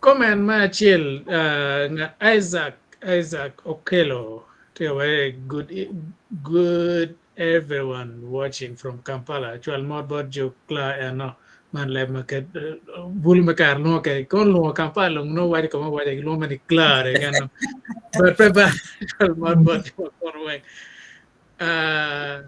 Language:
Acoli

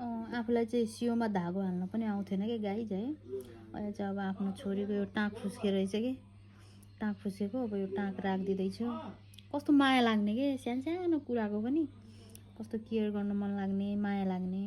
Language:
Nepali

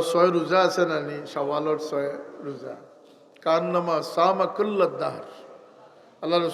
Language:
Sylheti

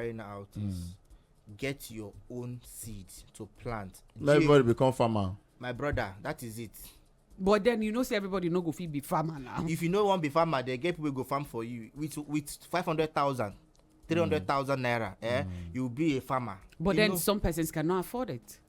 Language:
Nigerian Pidgin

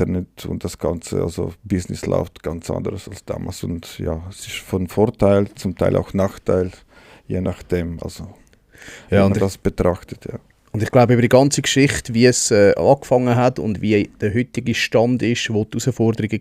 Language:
Swiss German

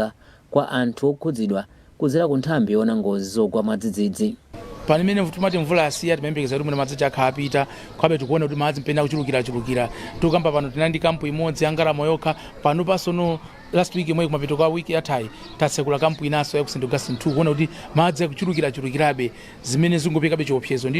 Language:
Nyanja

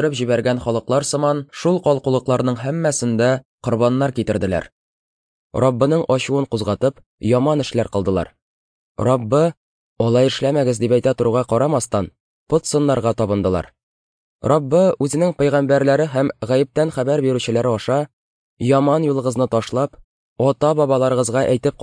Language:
Tatar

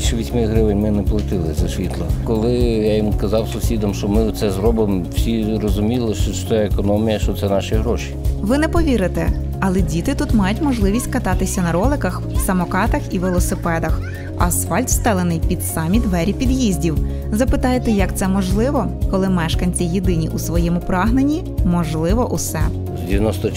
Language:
Ukrainian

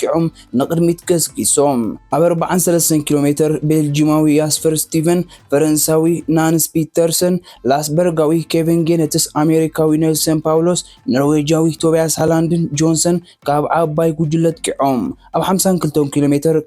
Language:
Tigrinya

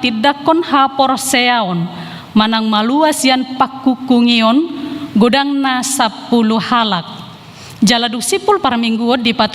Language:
Batak Toba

